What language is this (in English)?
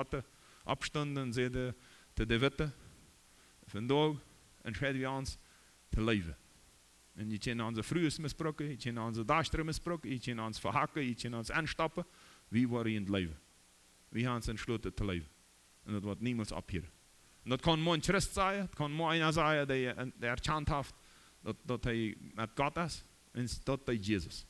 Plautdietsch